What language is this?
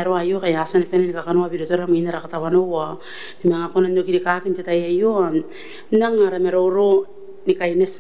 Gilbertese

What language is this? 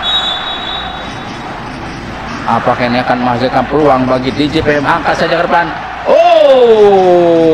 Indonesian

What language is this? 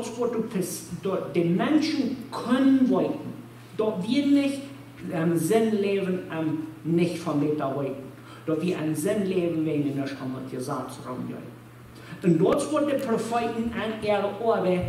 Plautdietsch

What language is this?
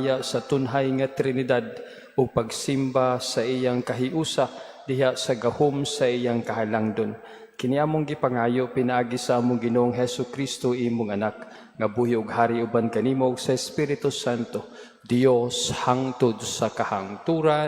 Cebuano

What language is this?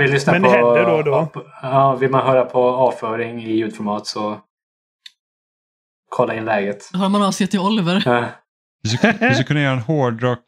Swedish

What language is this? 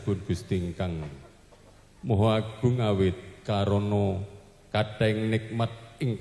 Javanese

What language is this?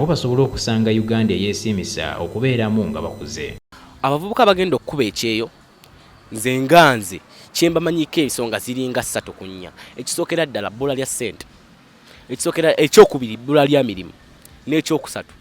Ganda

